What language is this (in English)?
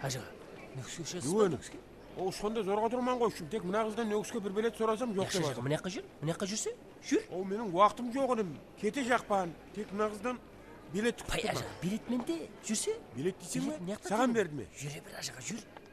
Kara-Kalpak